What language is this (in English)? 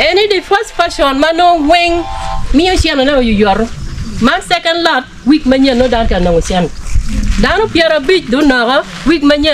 Acoli